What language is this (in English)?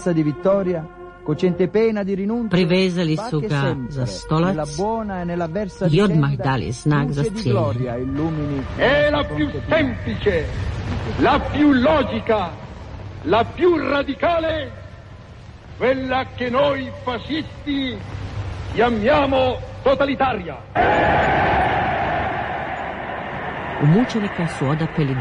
Croatian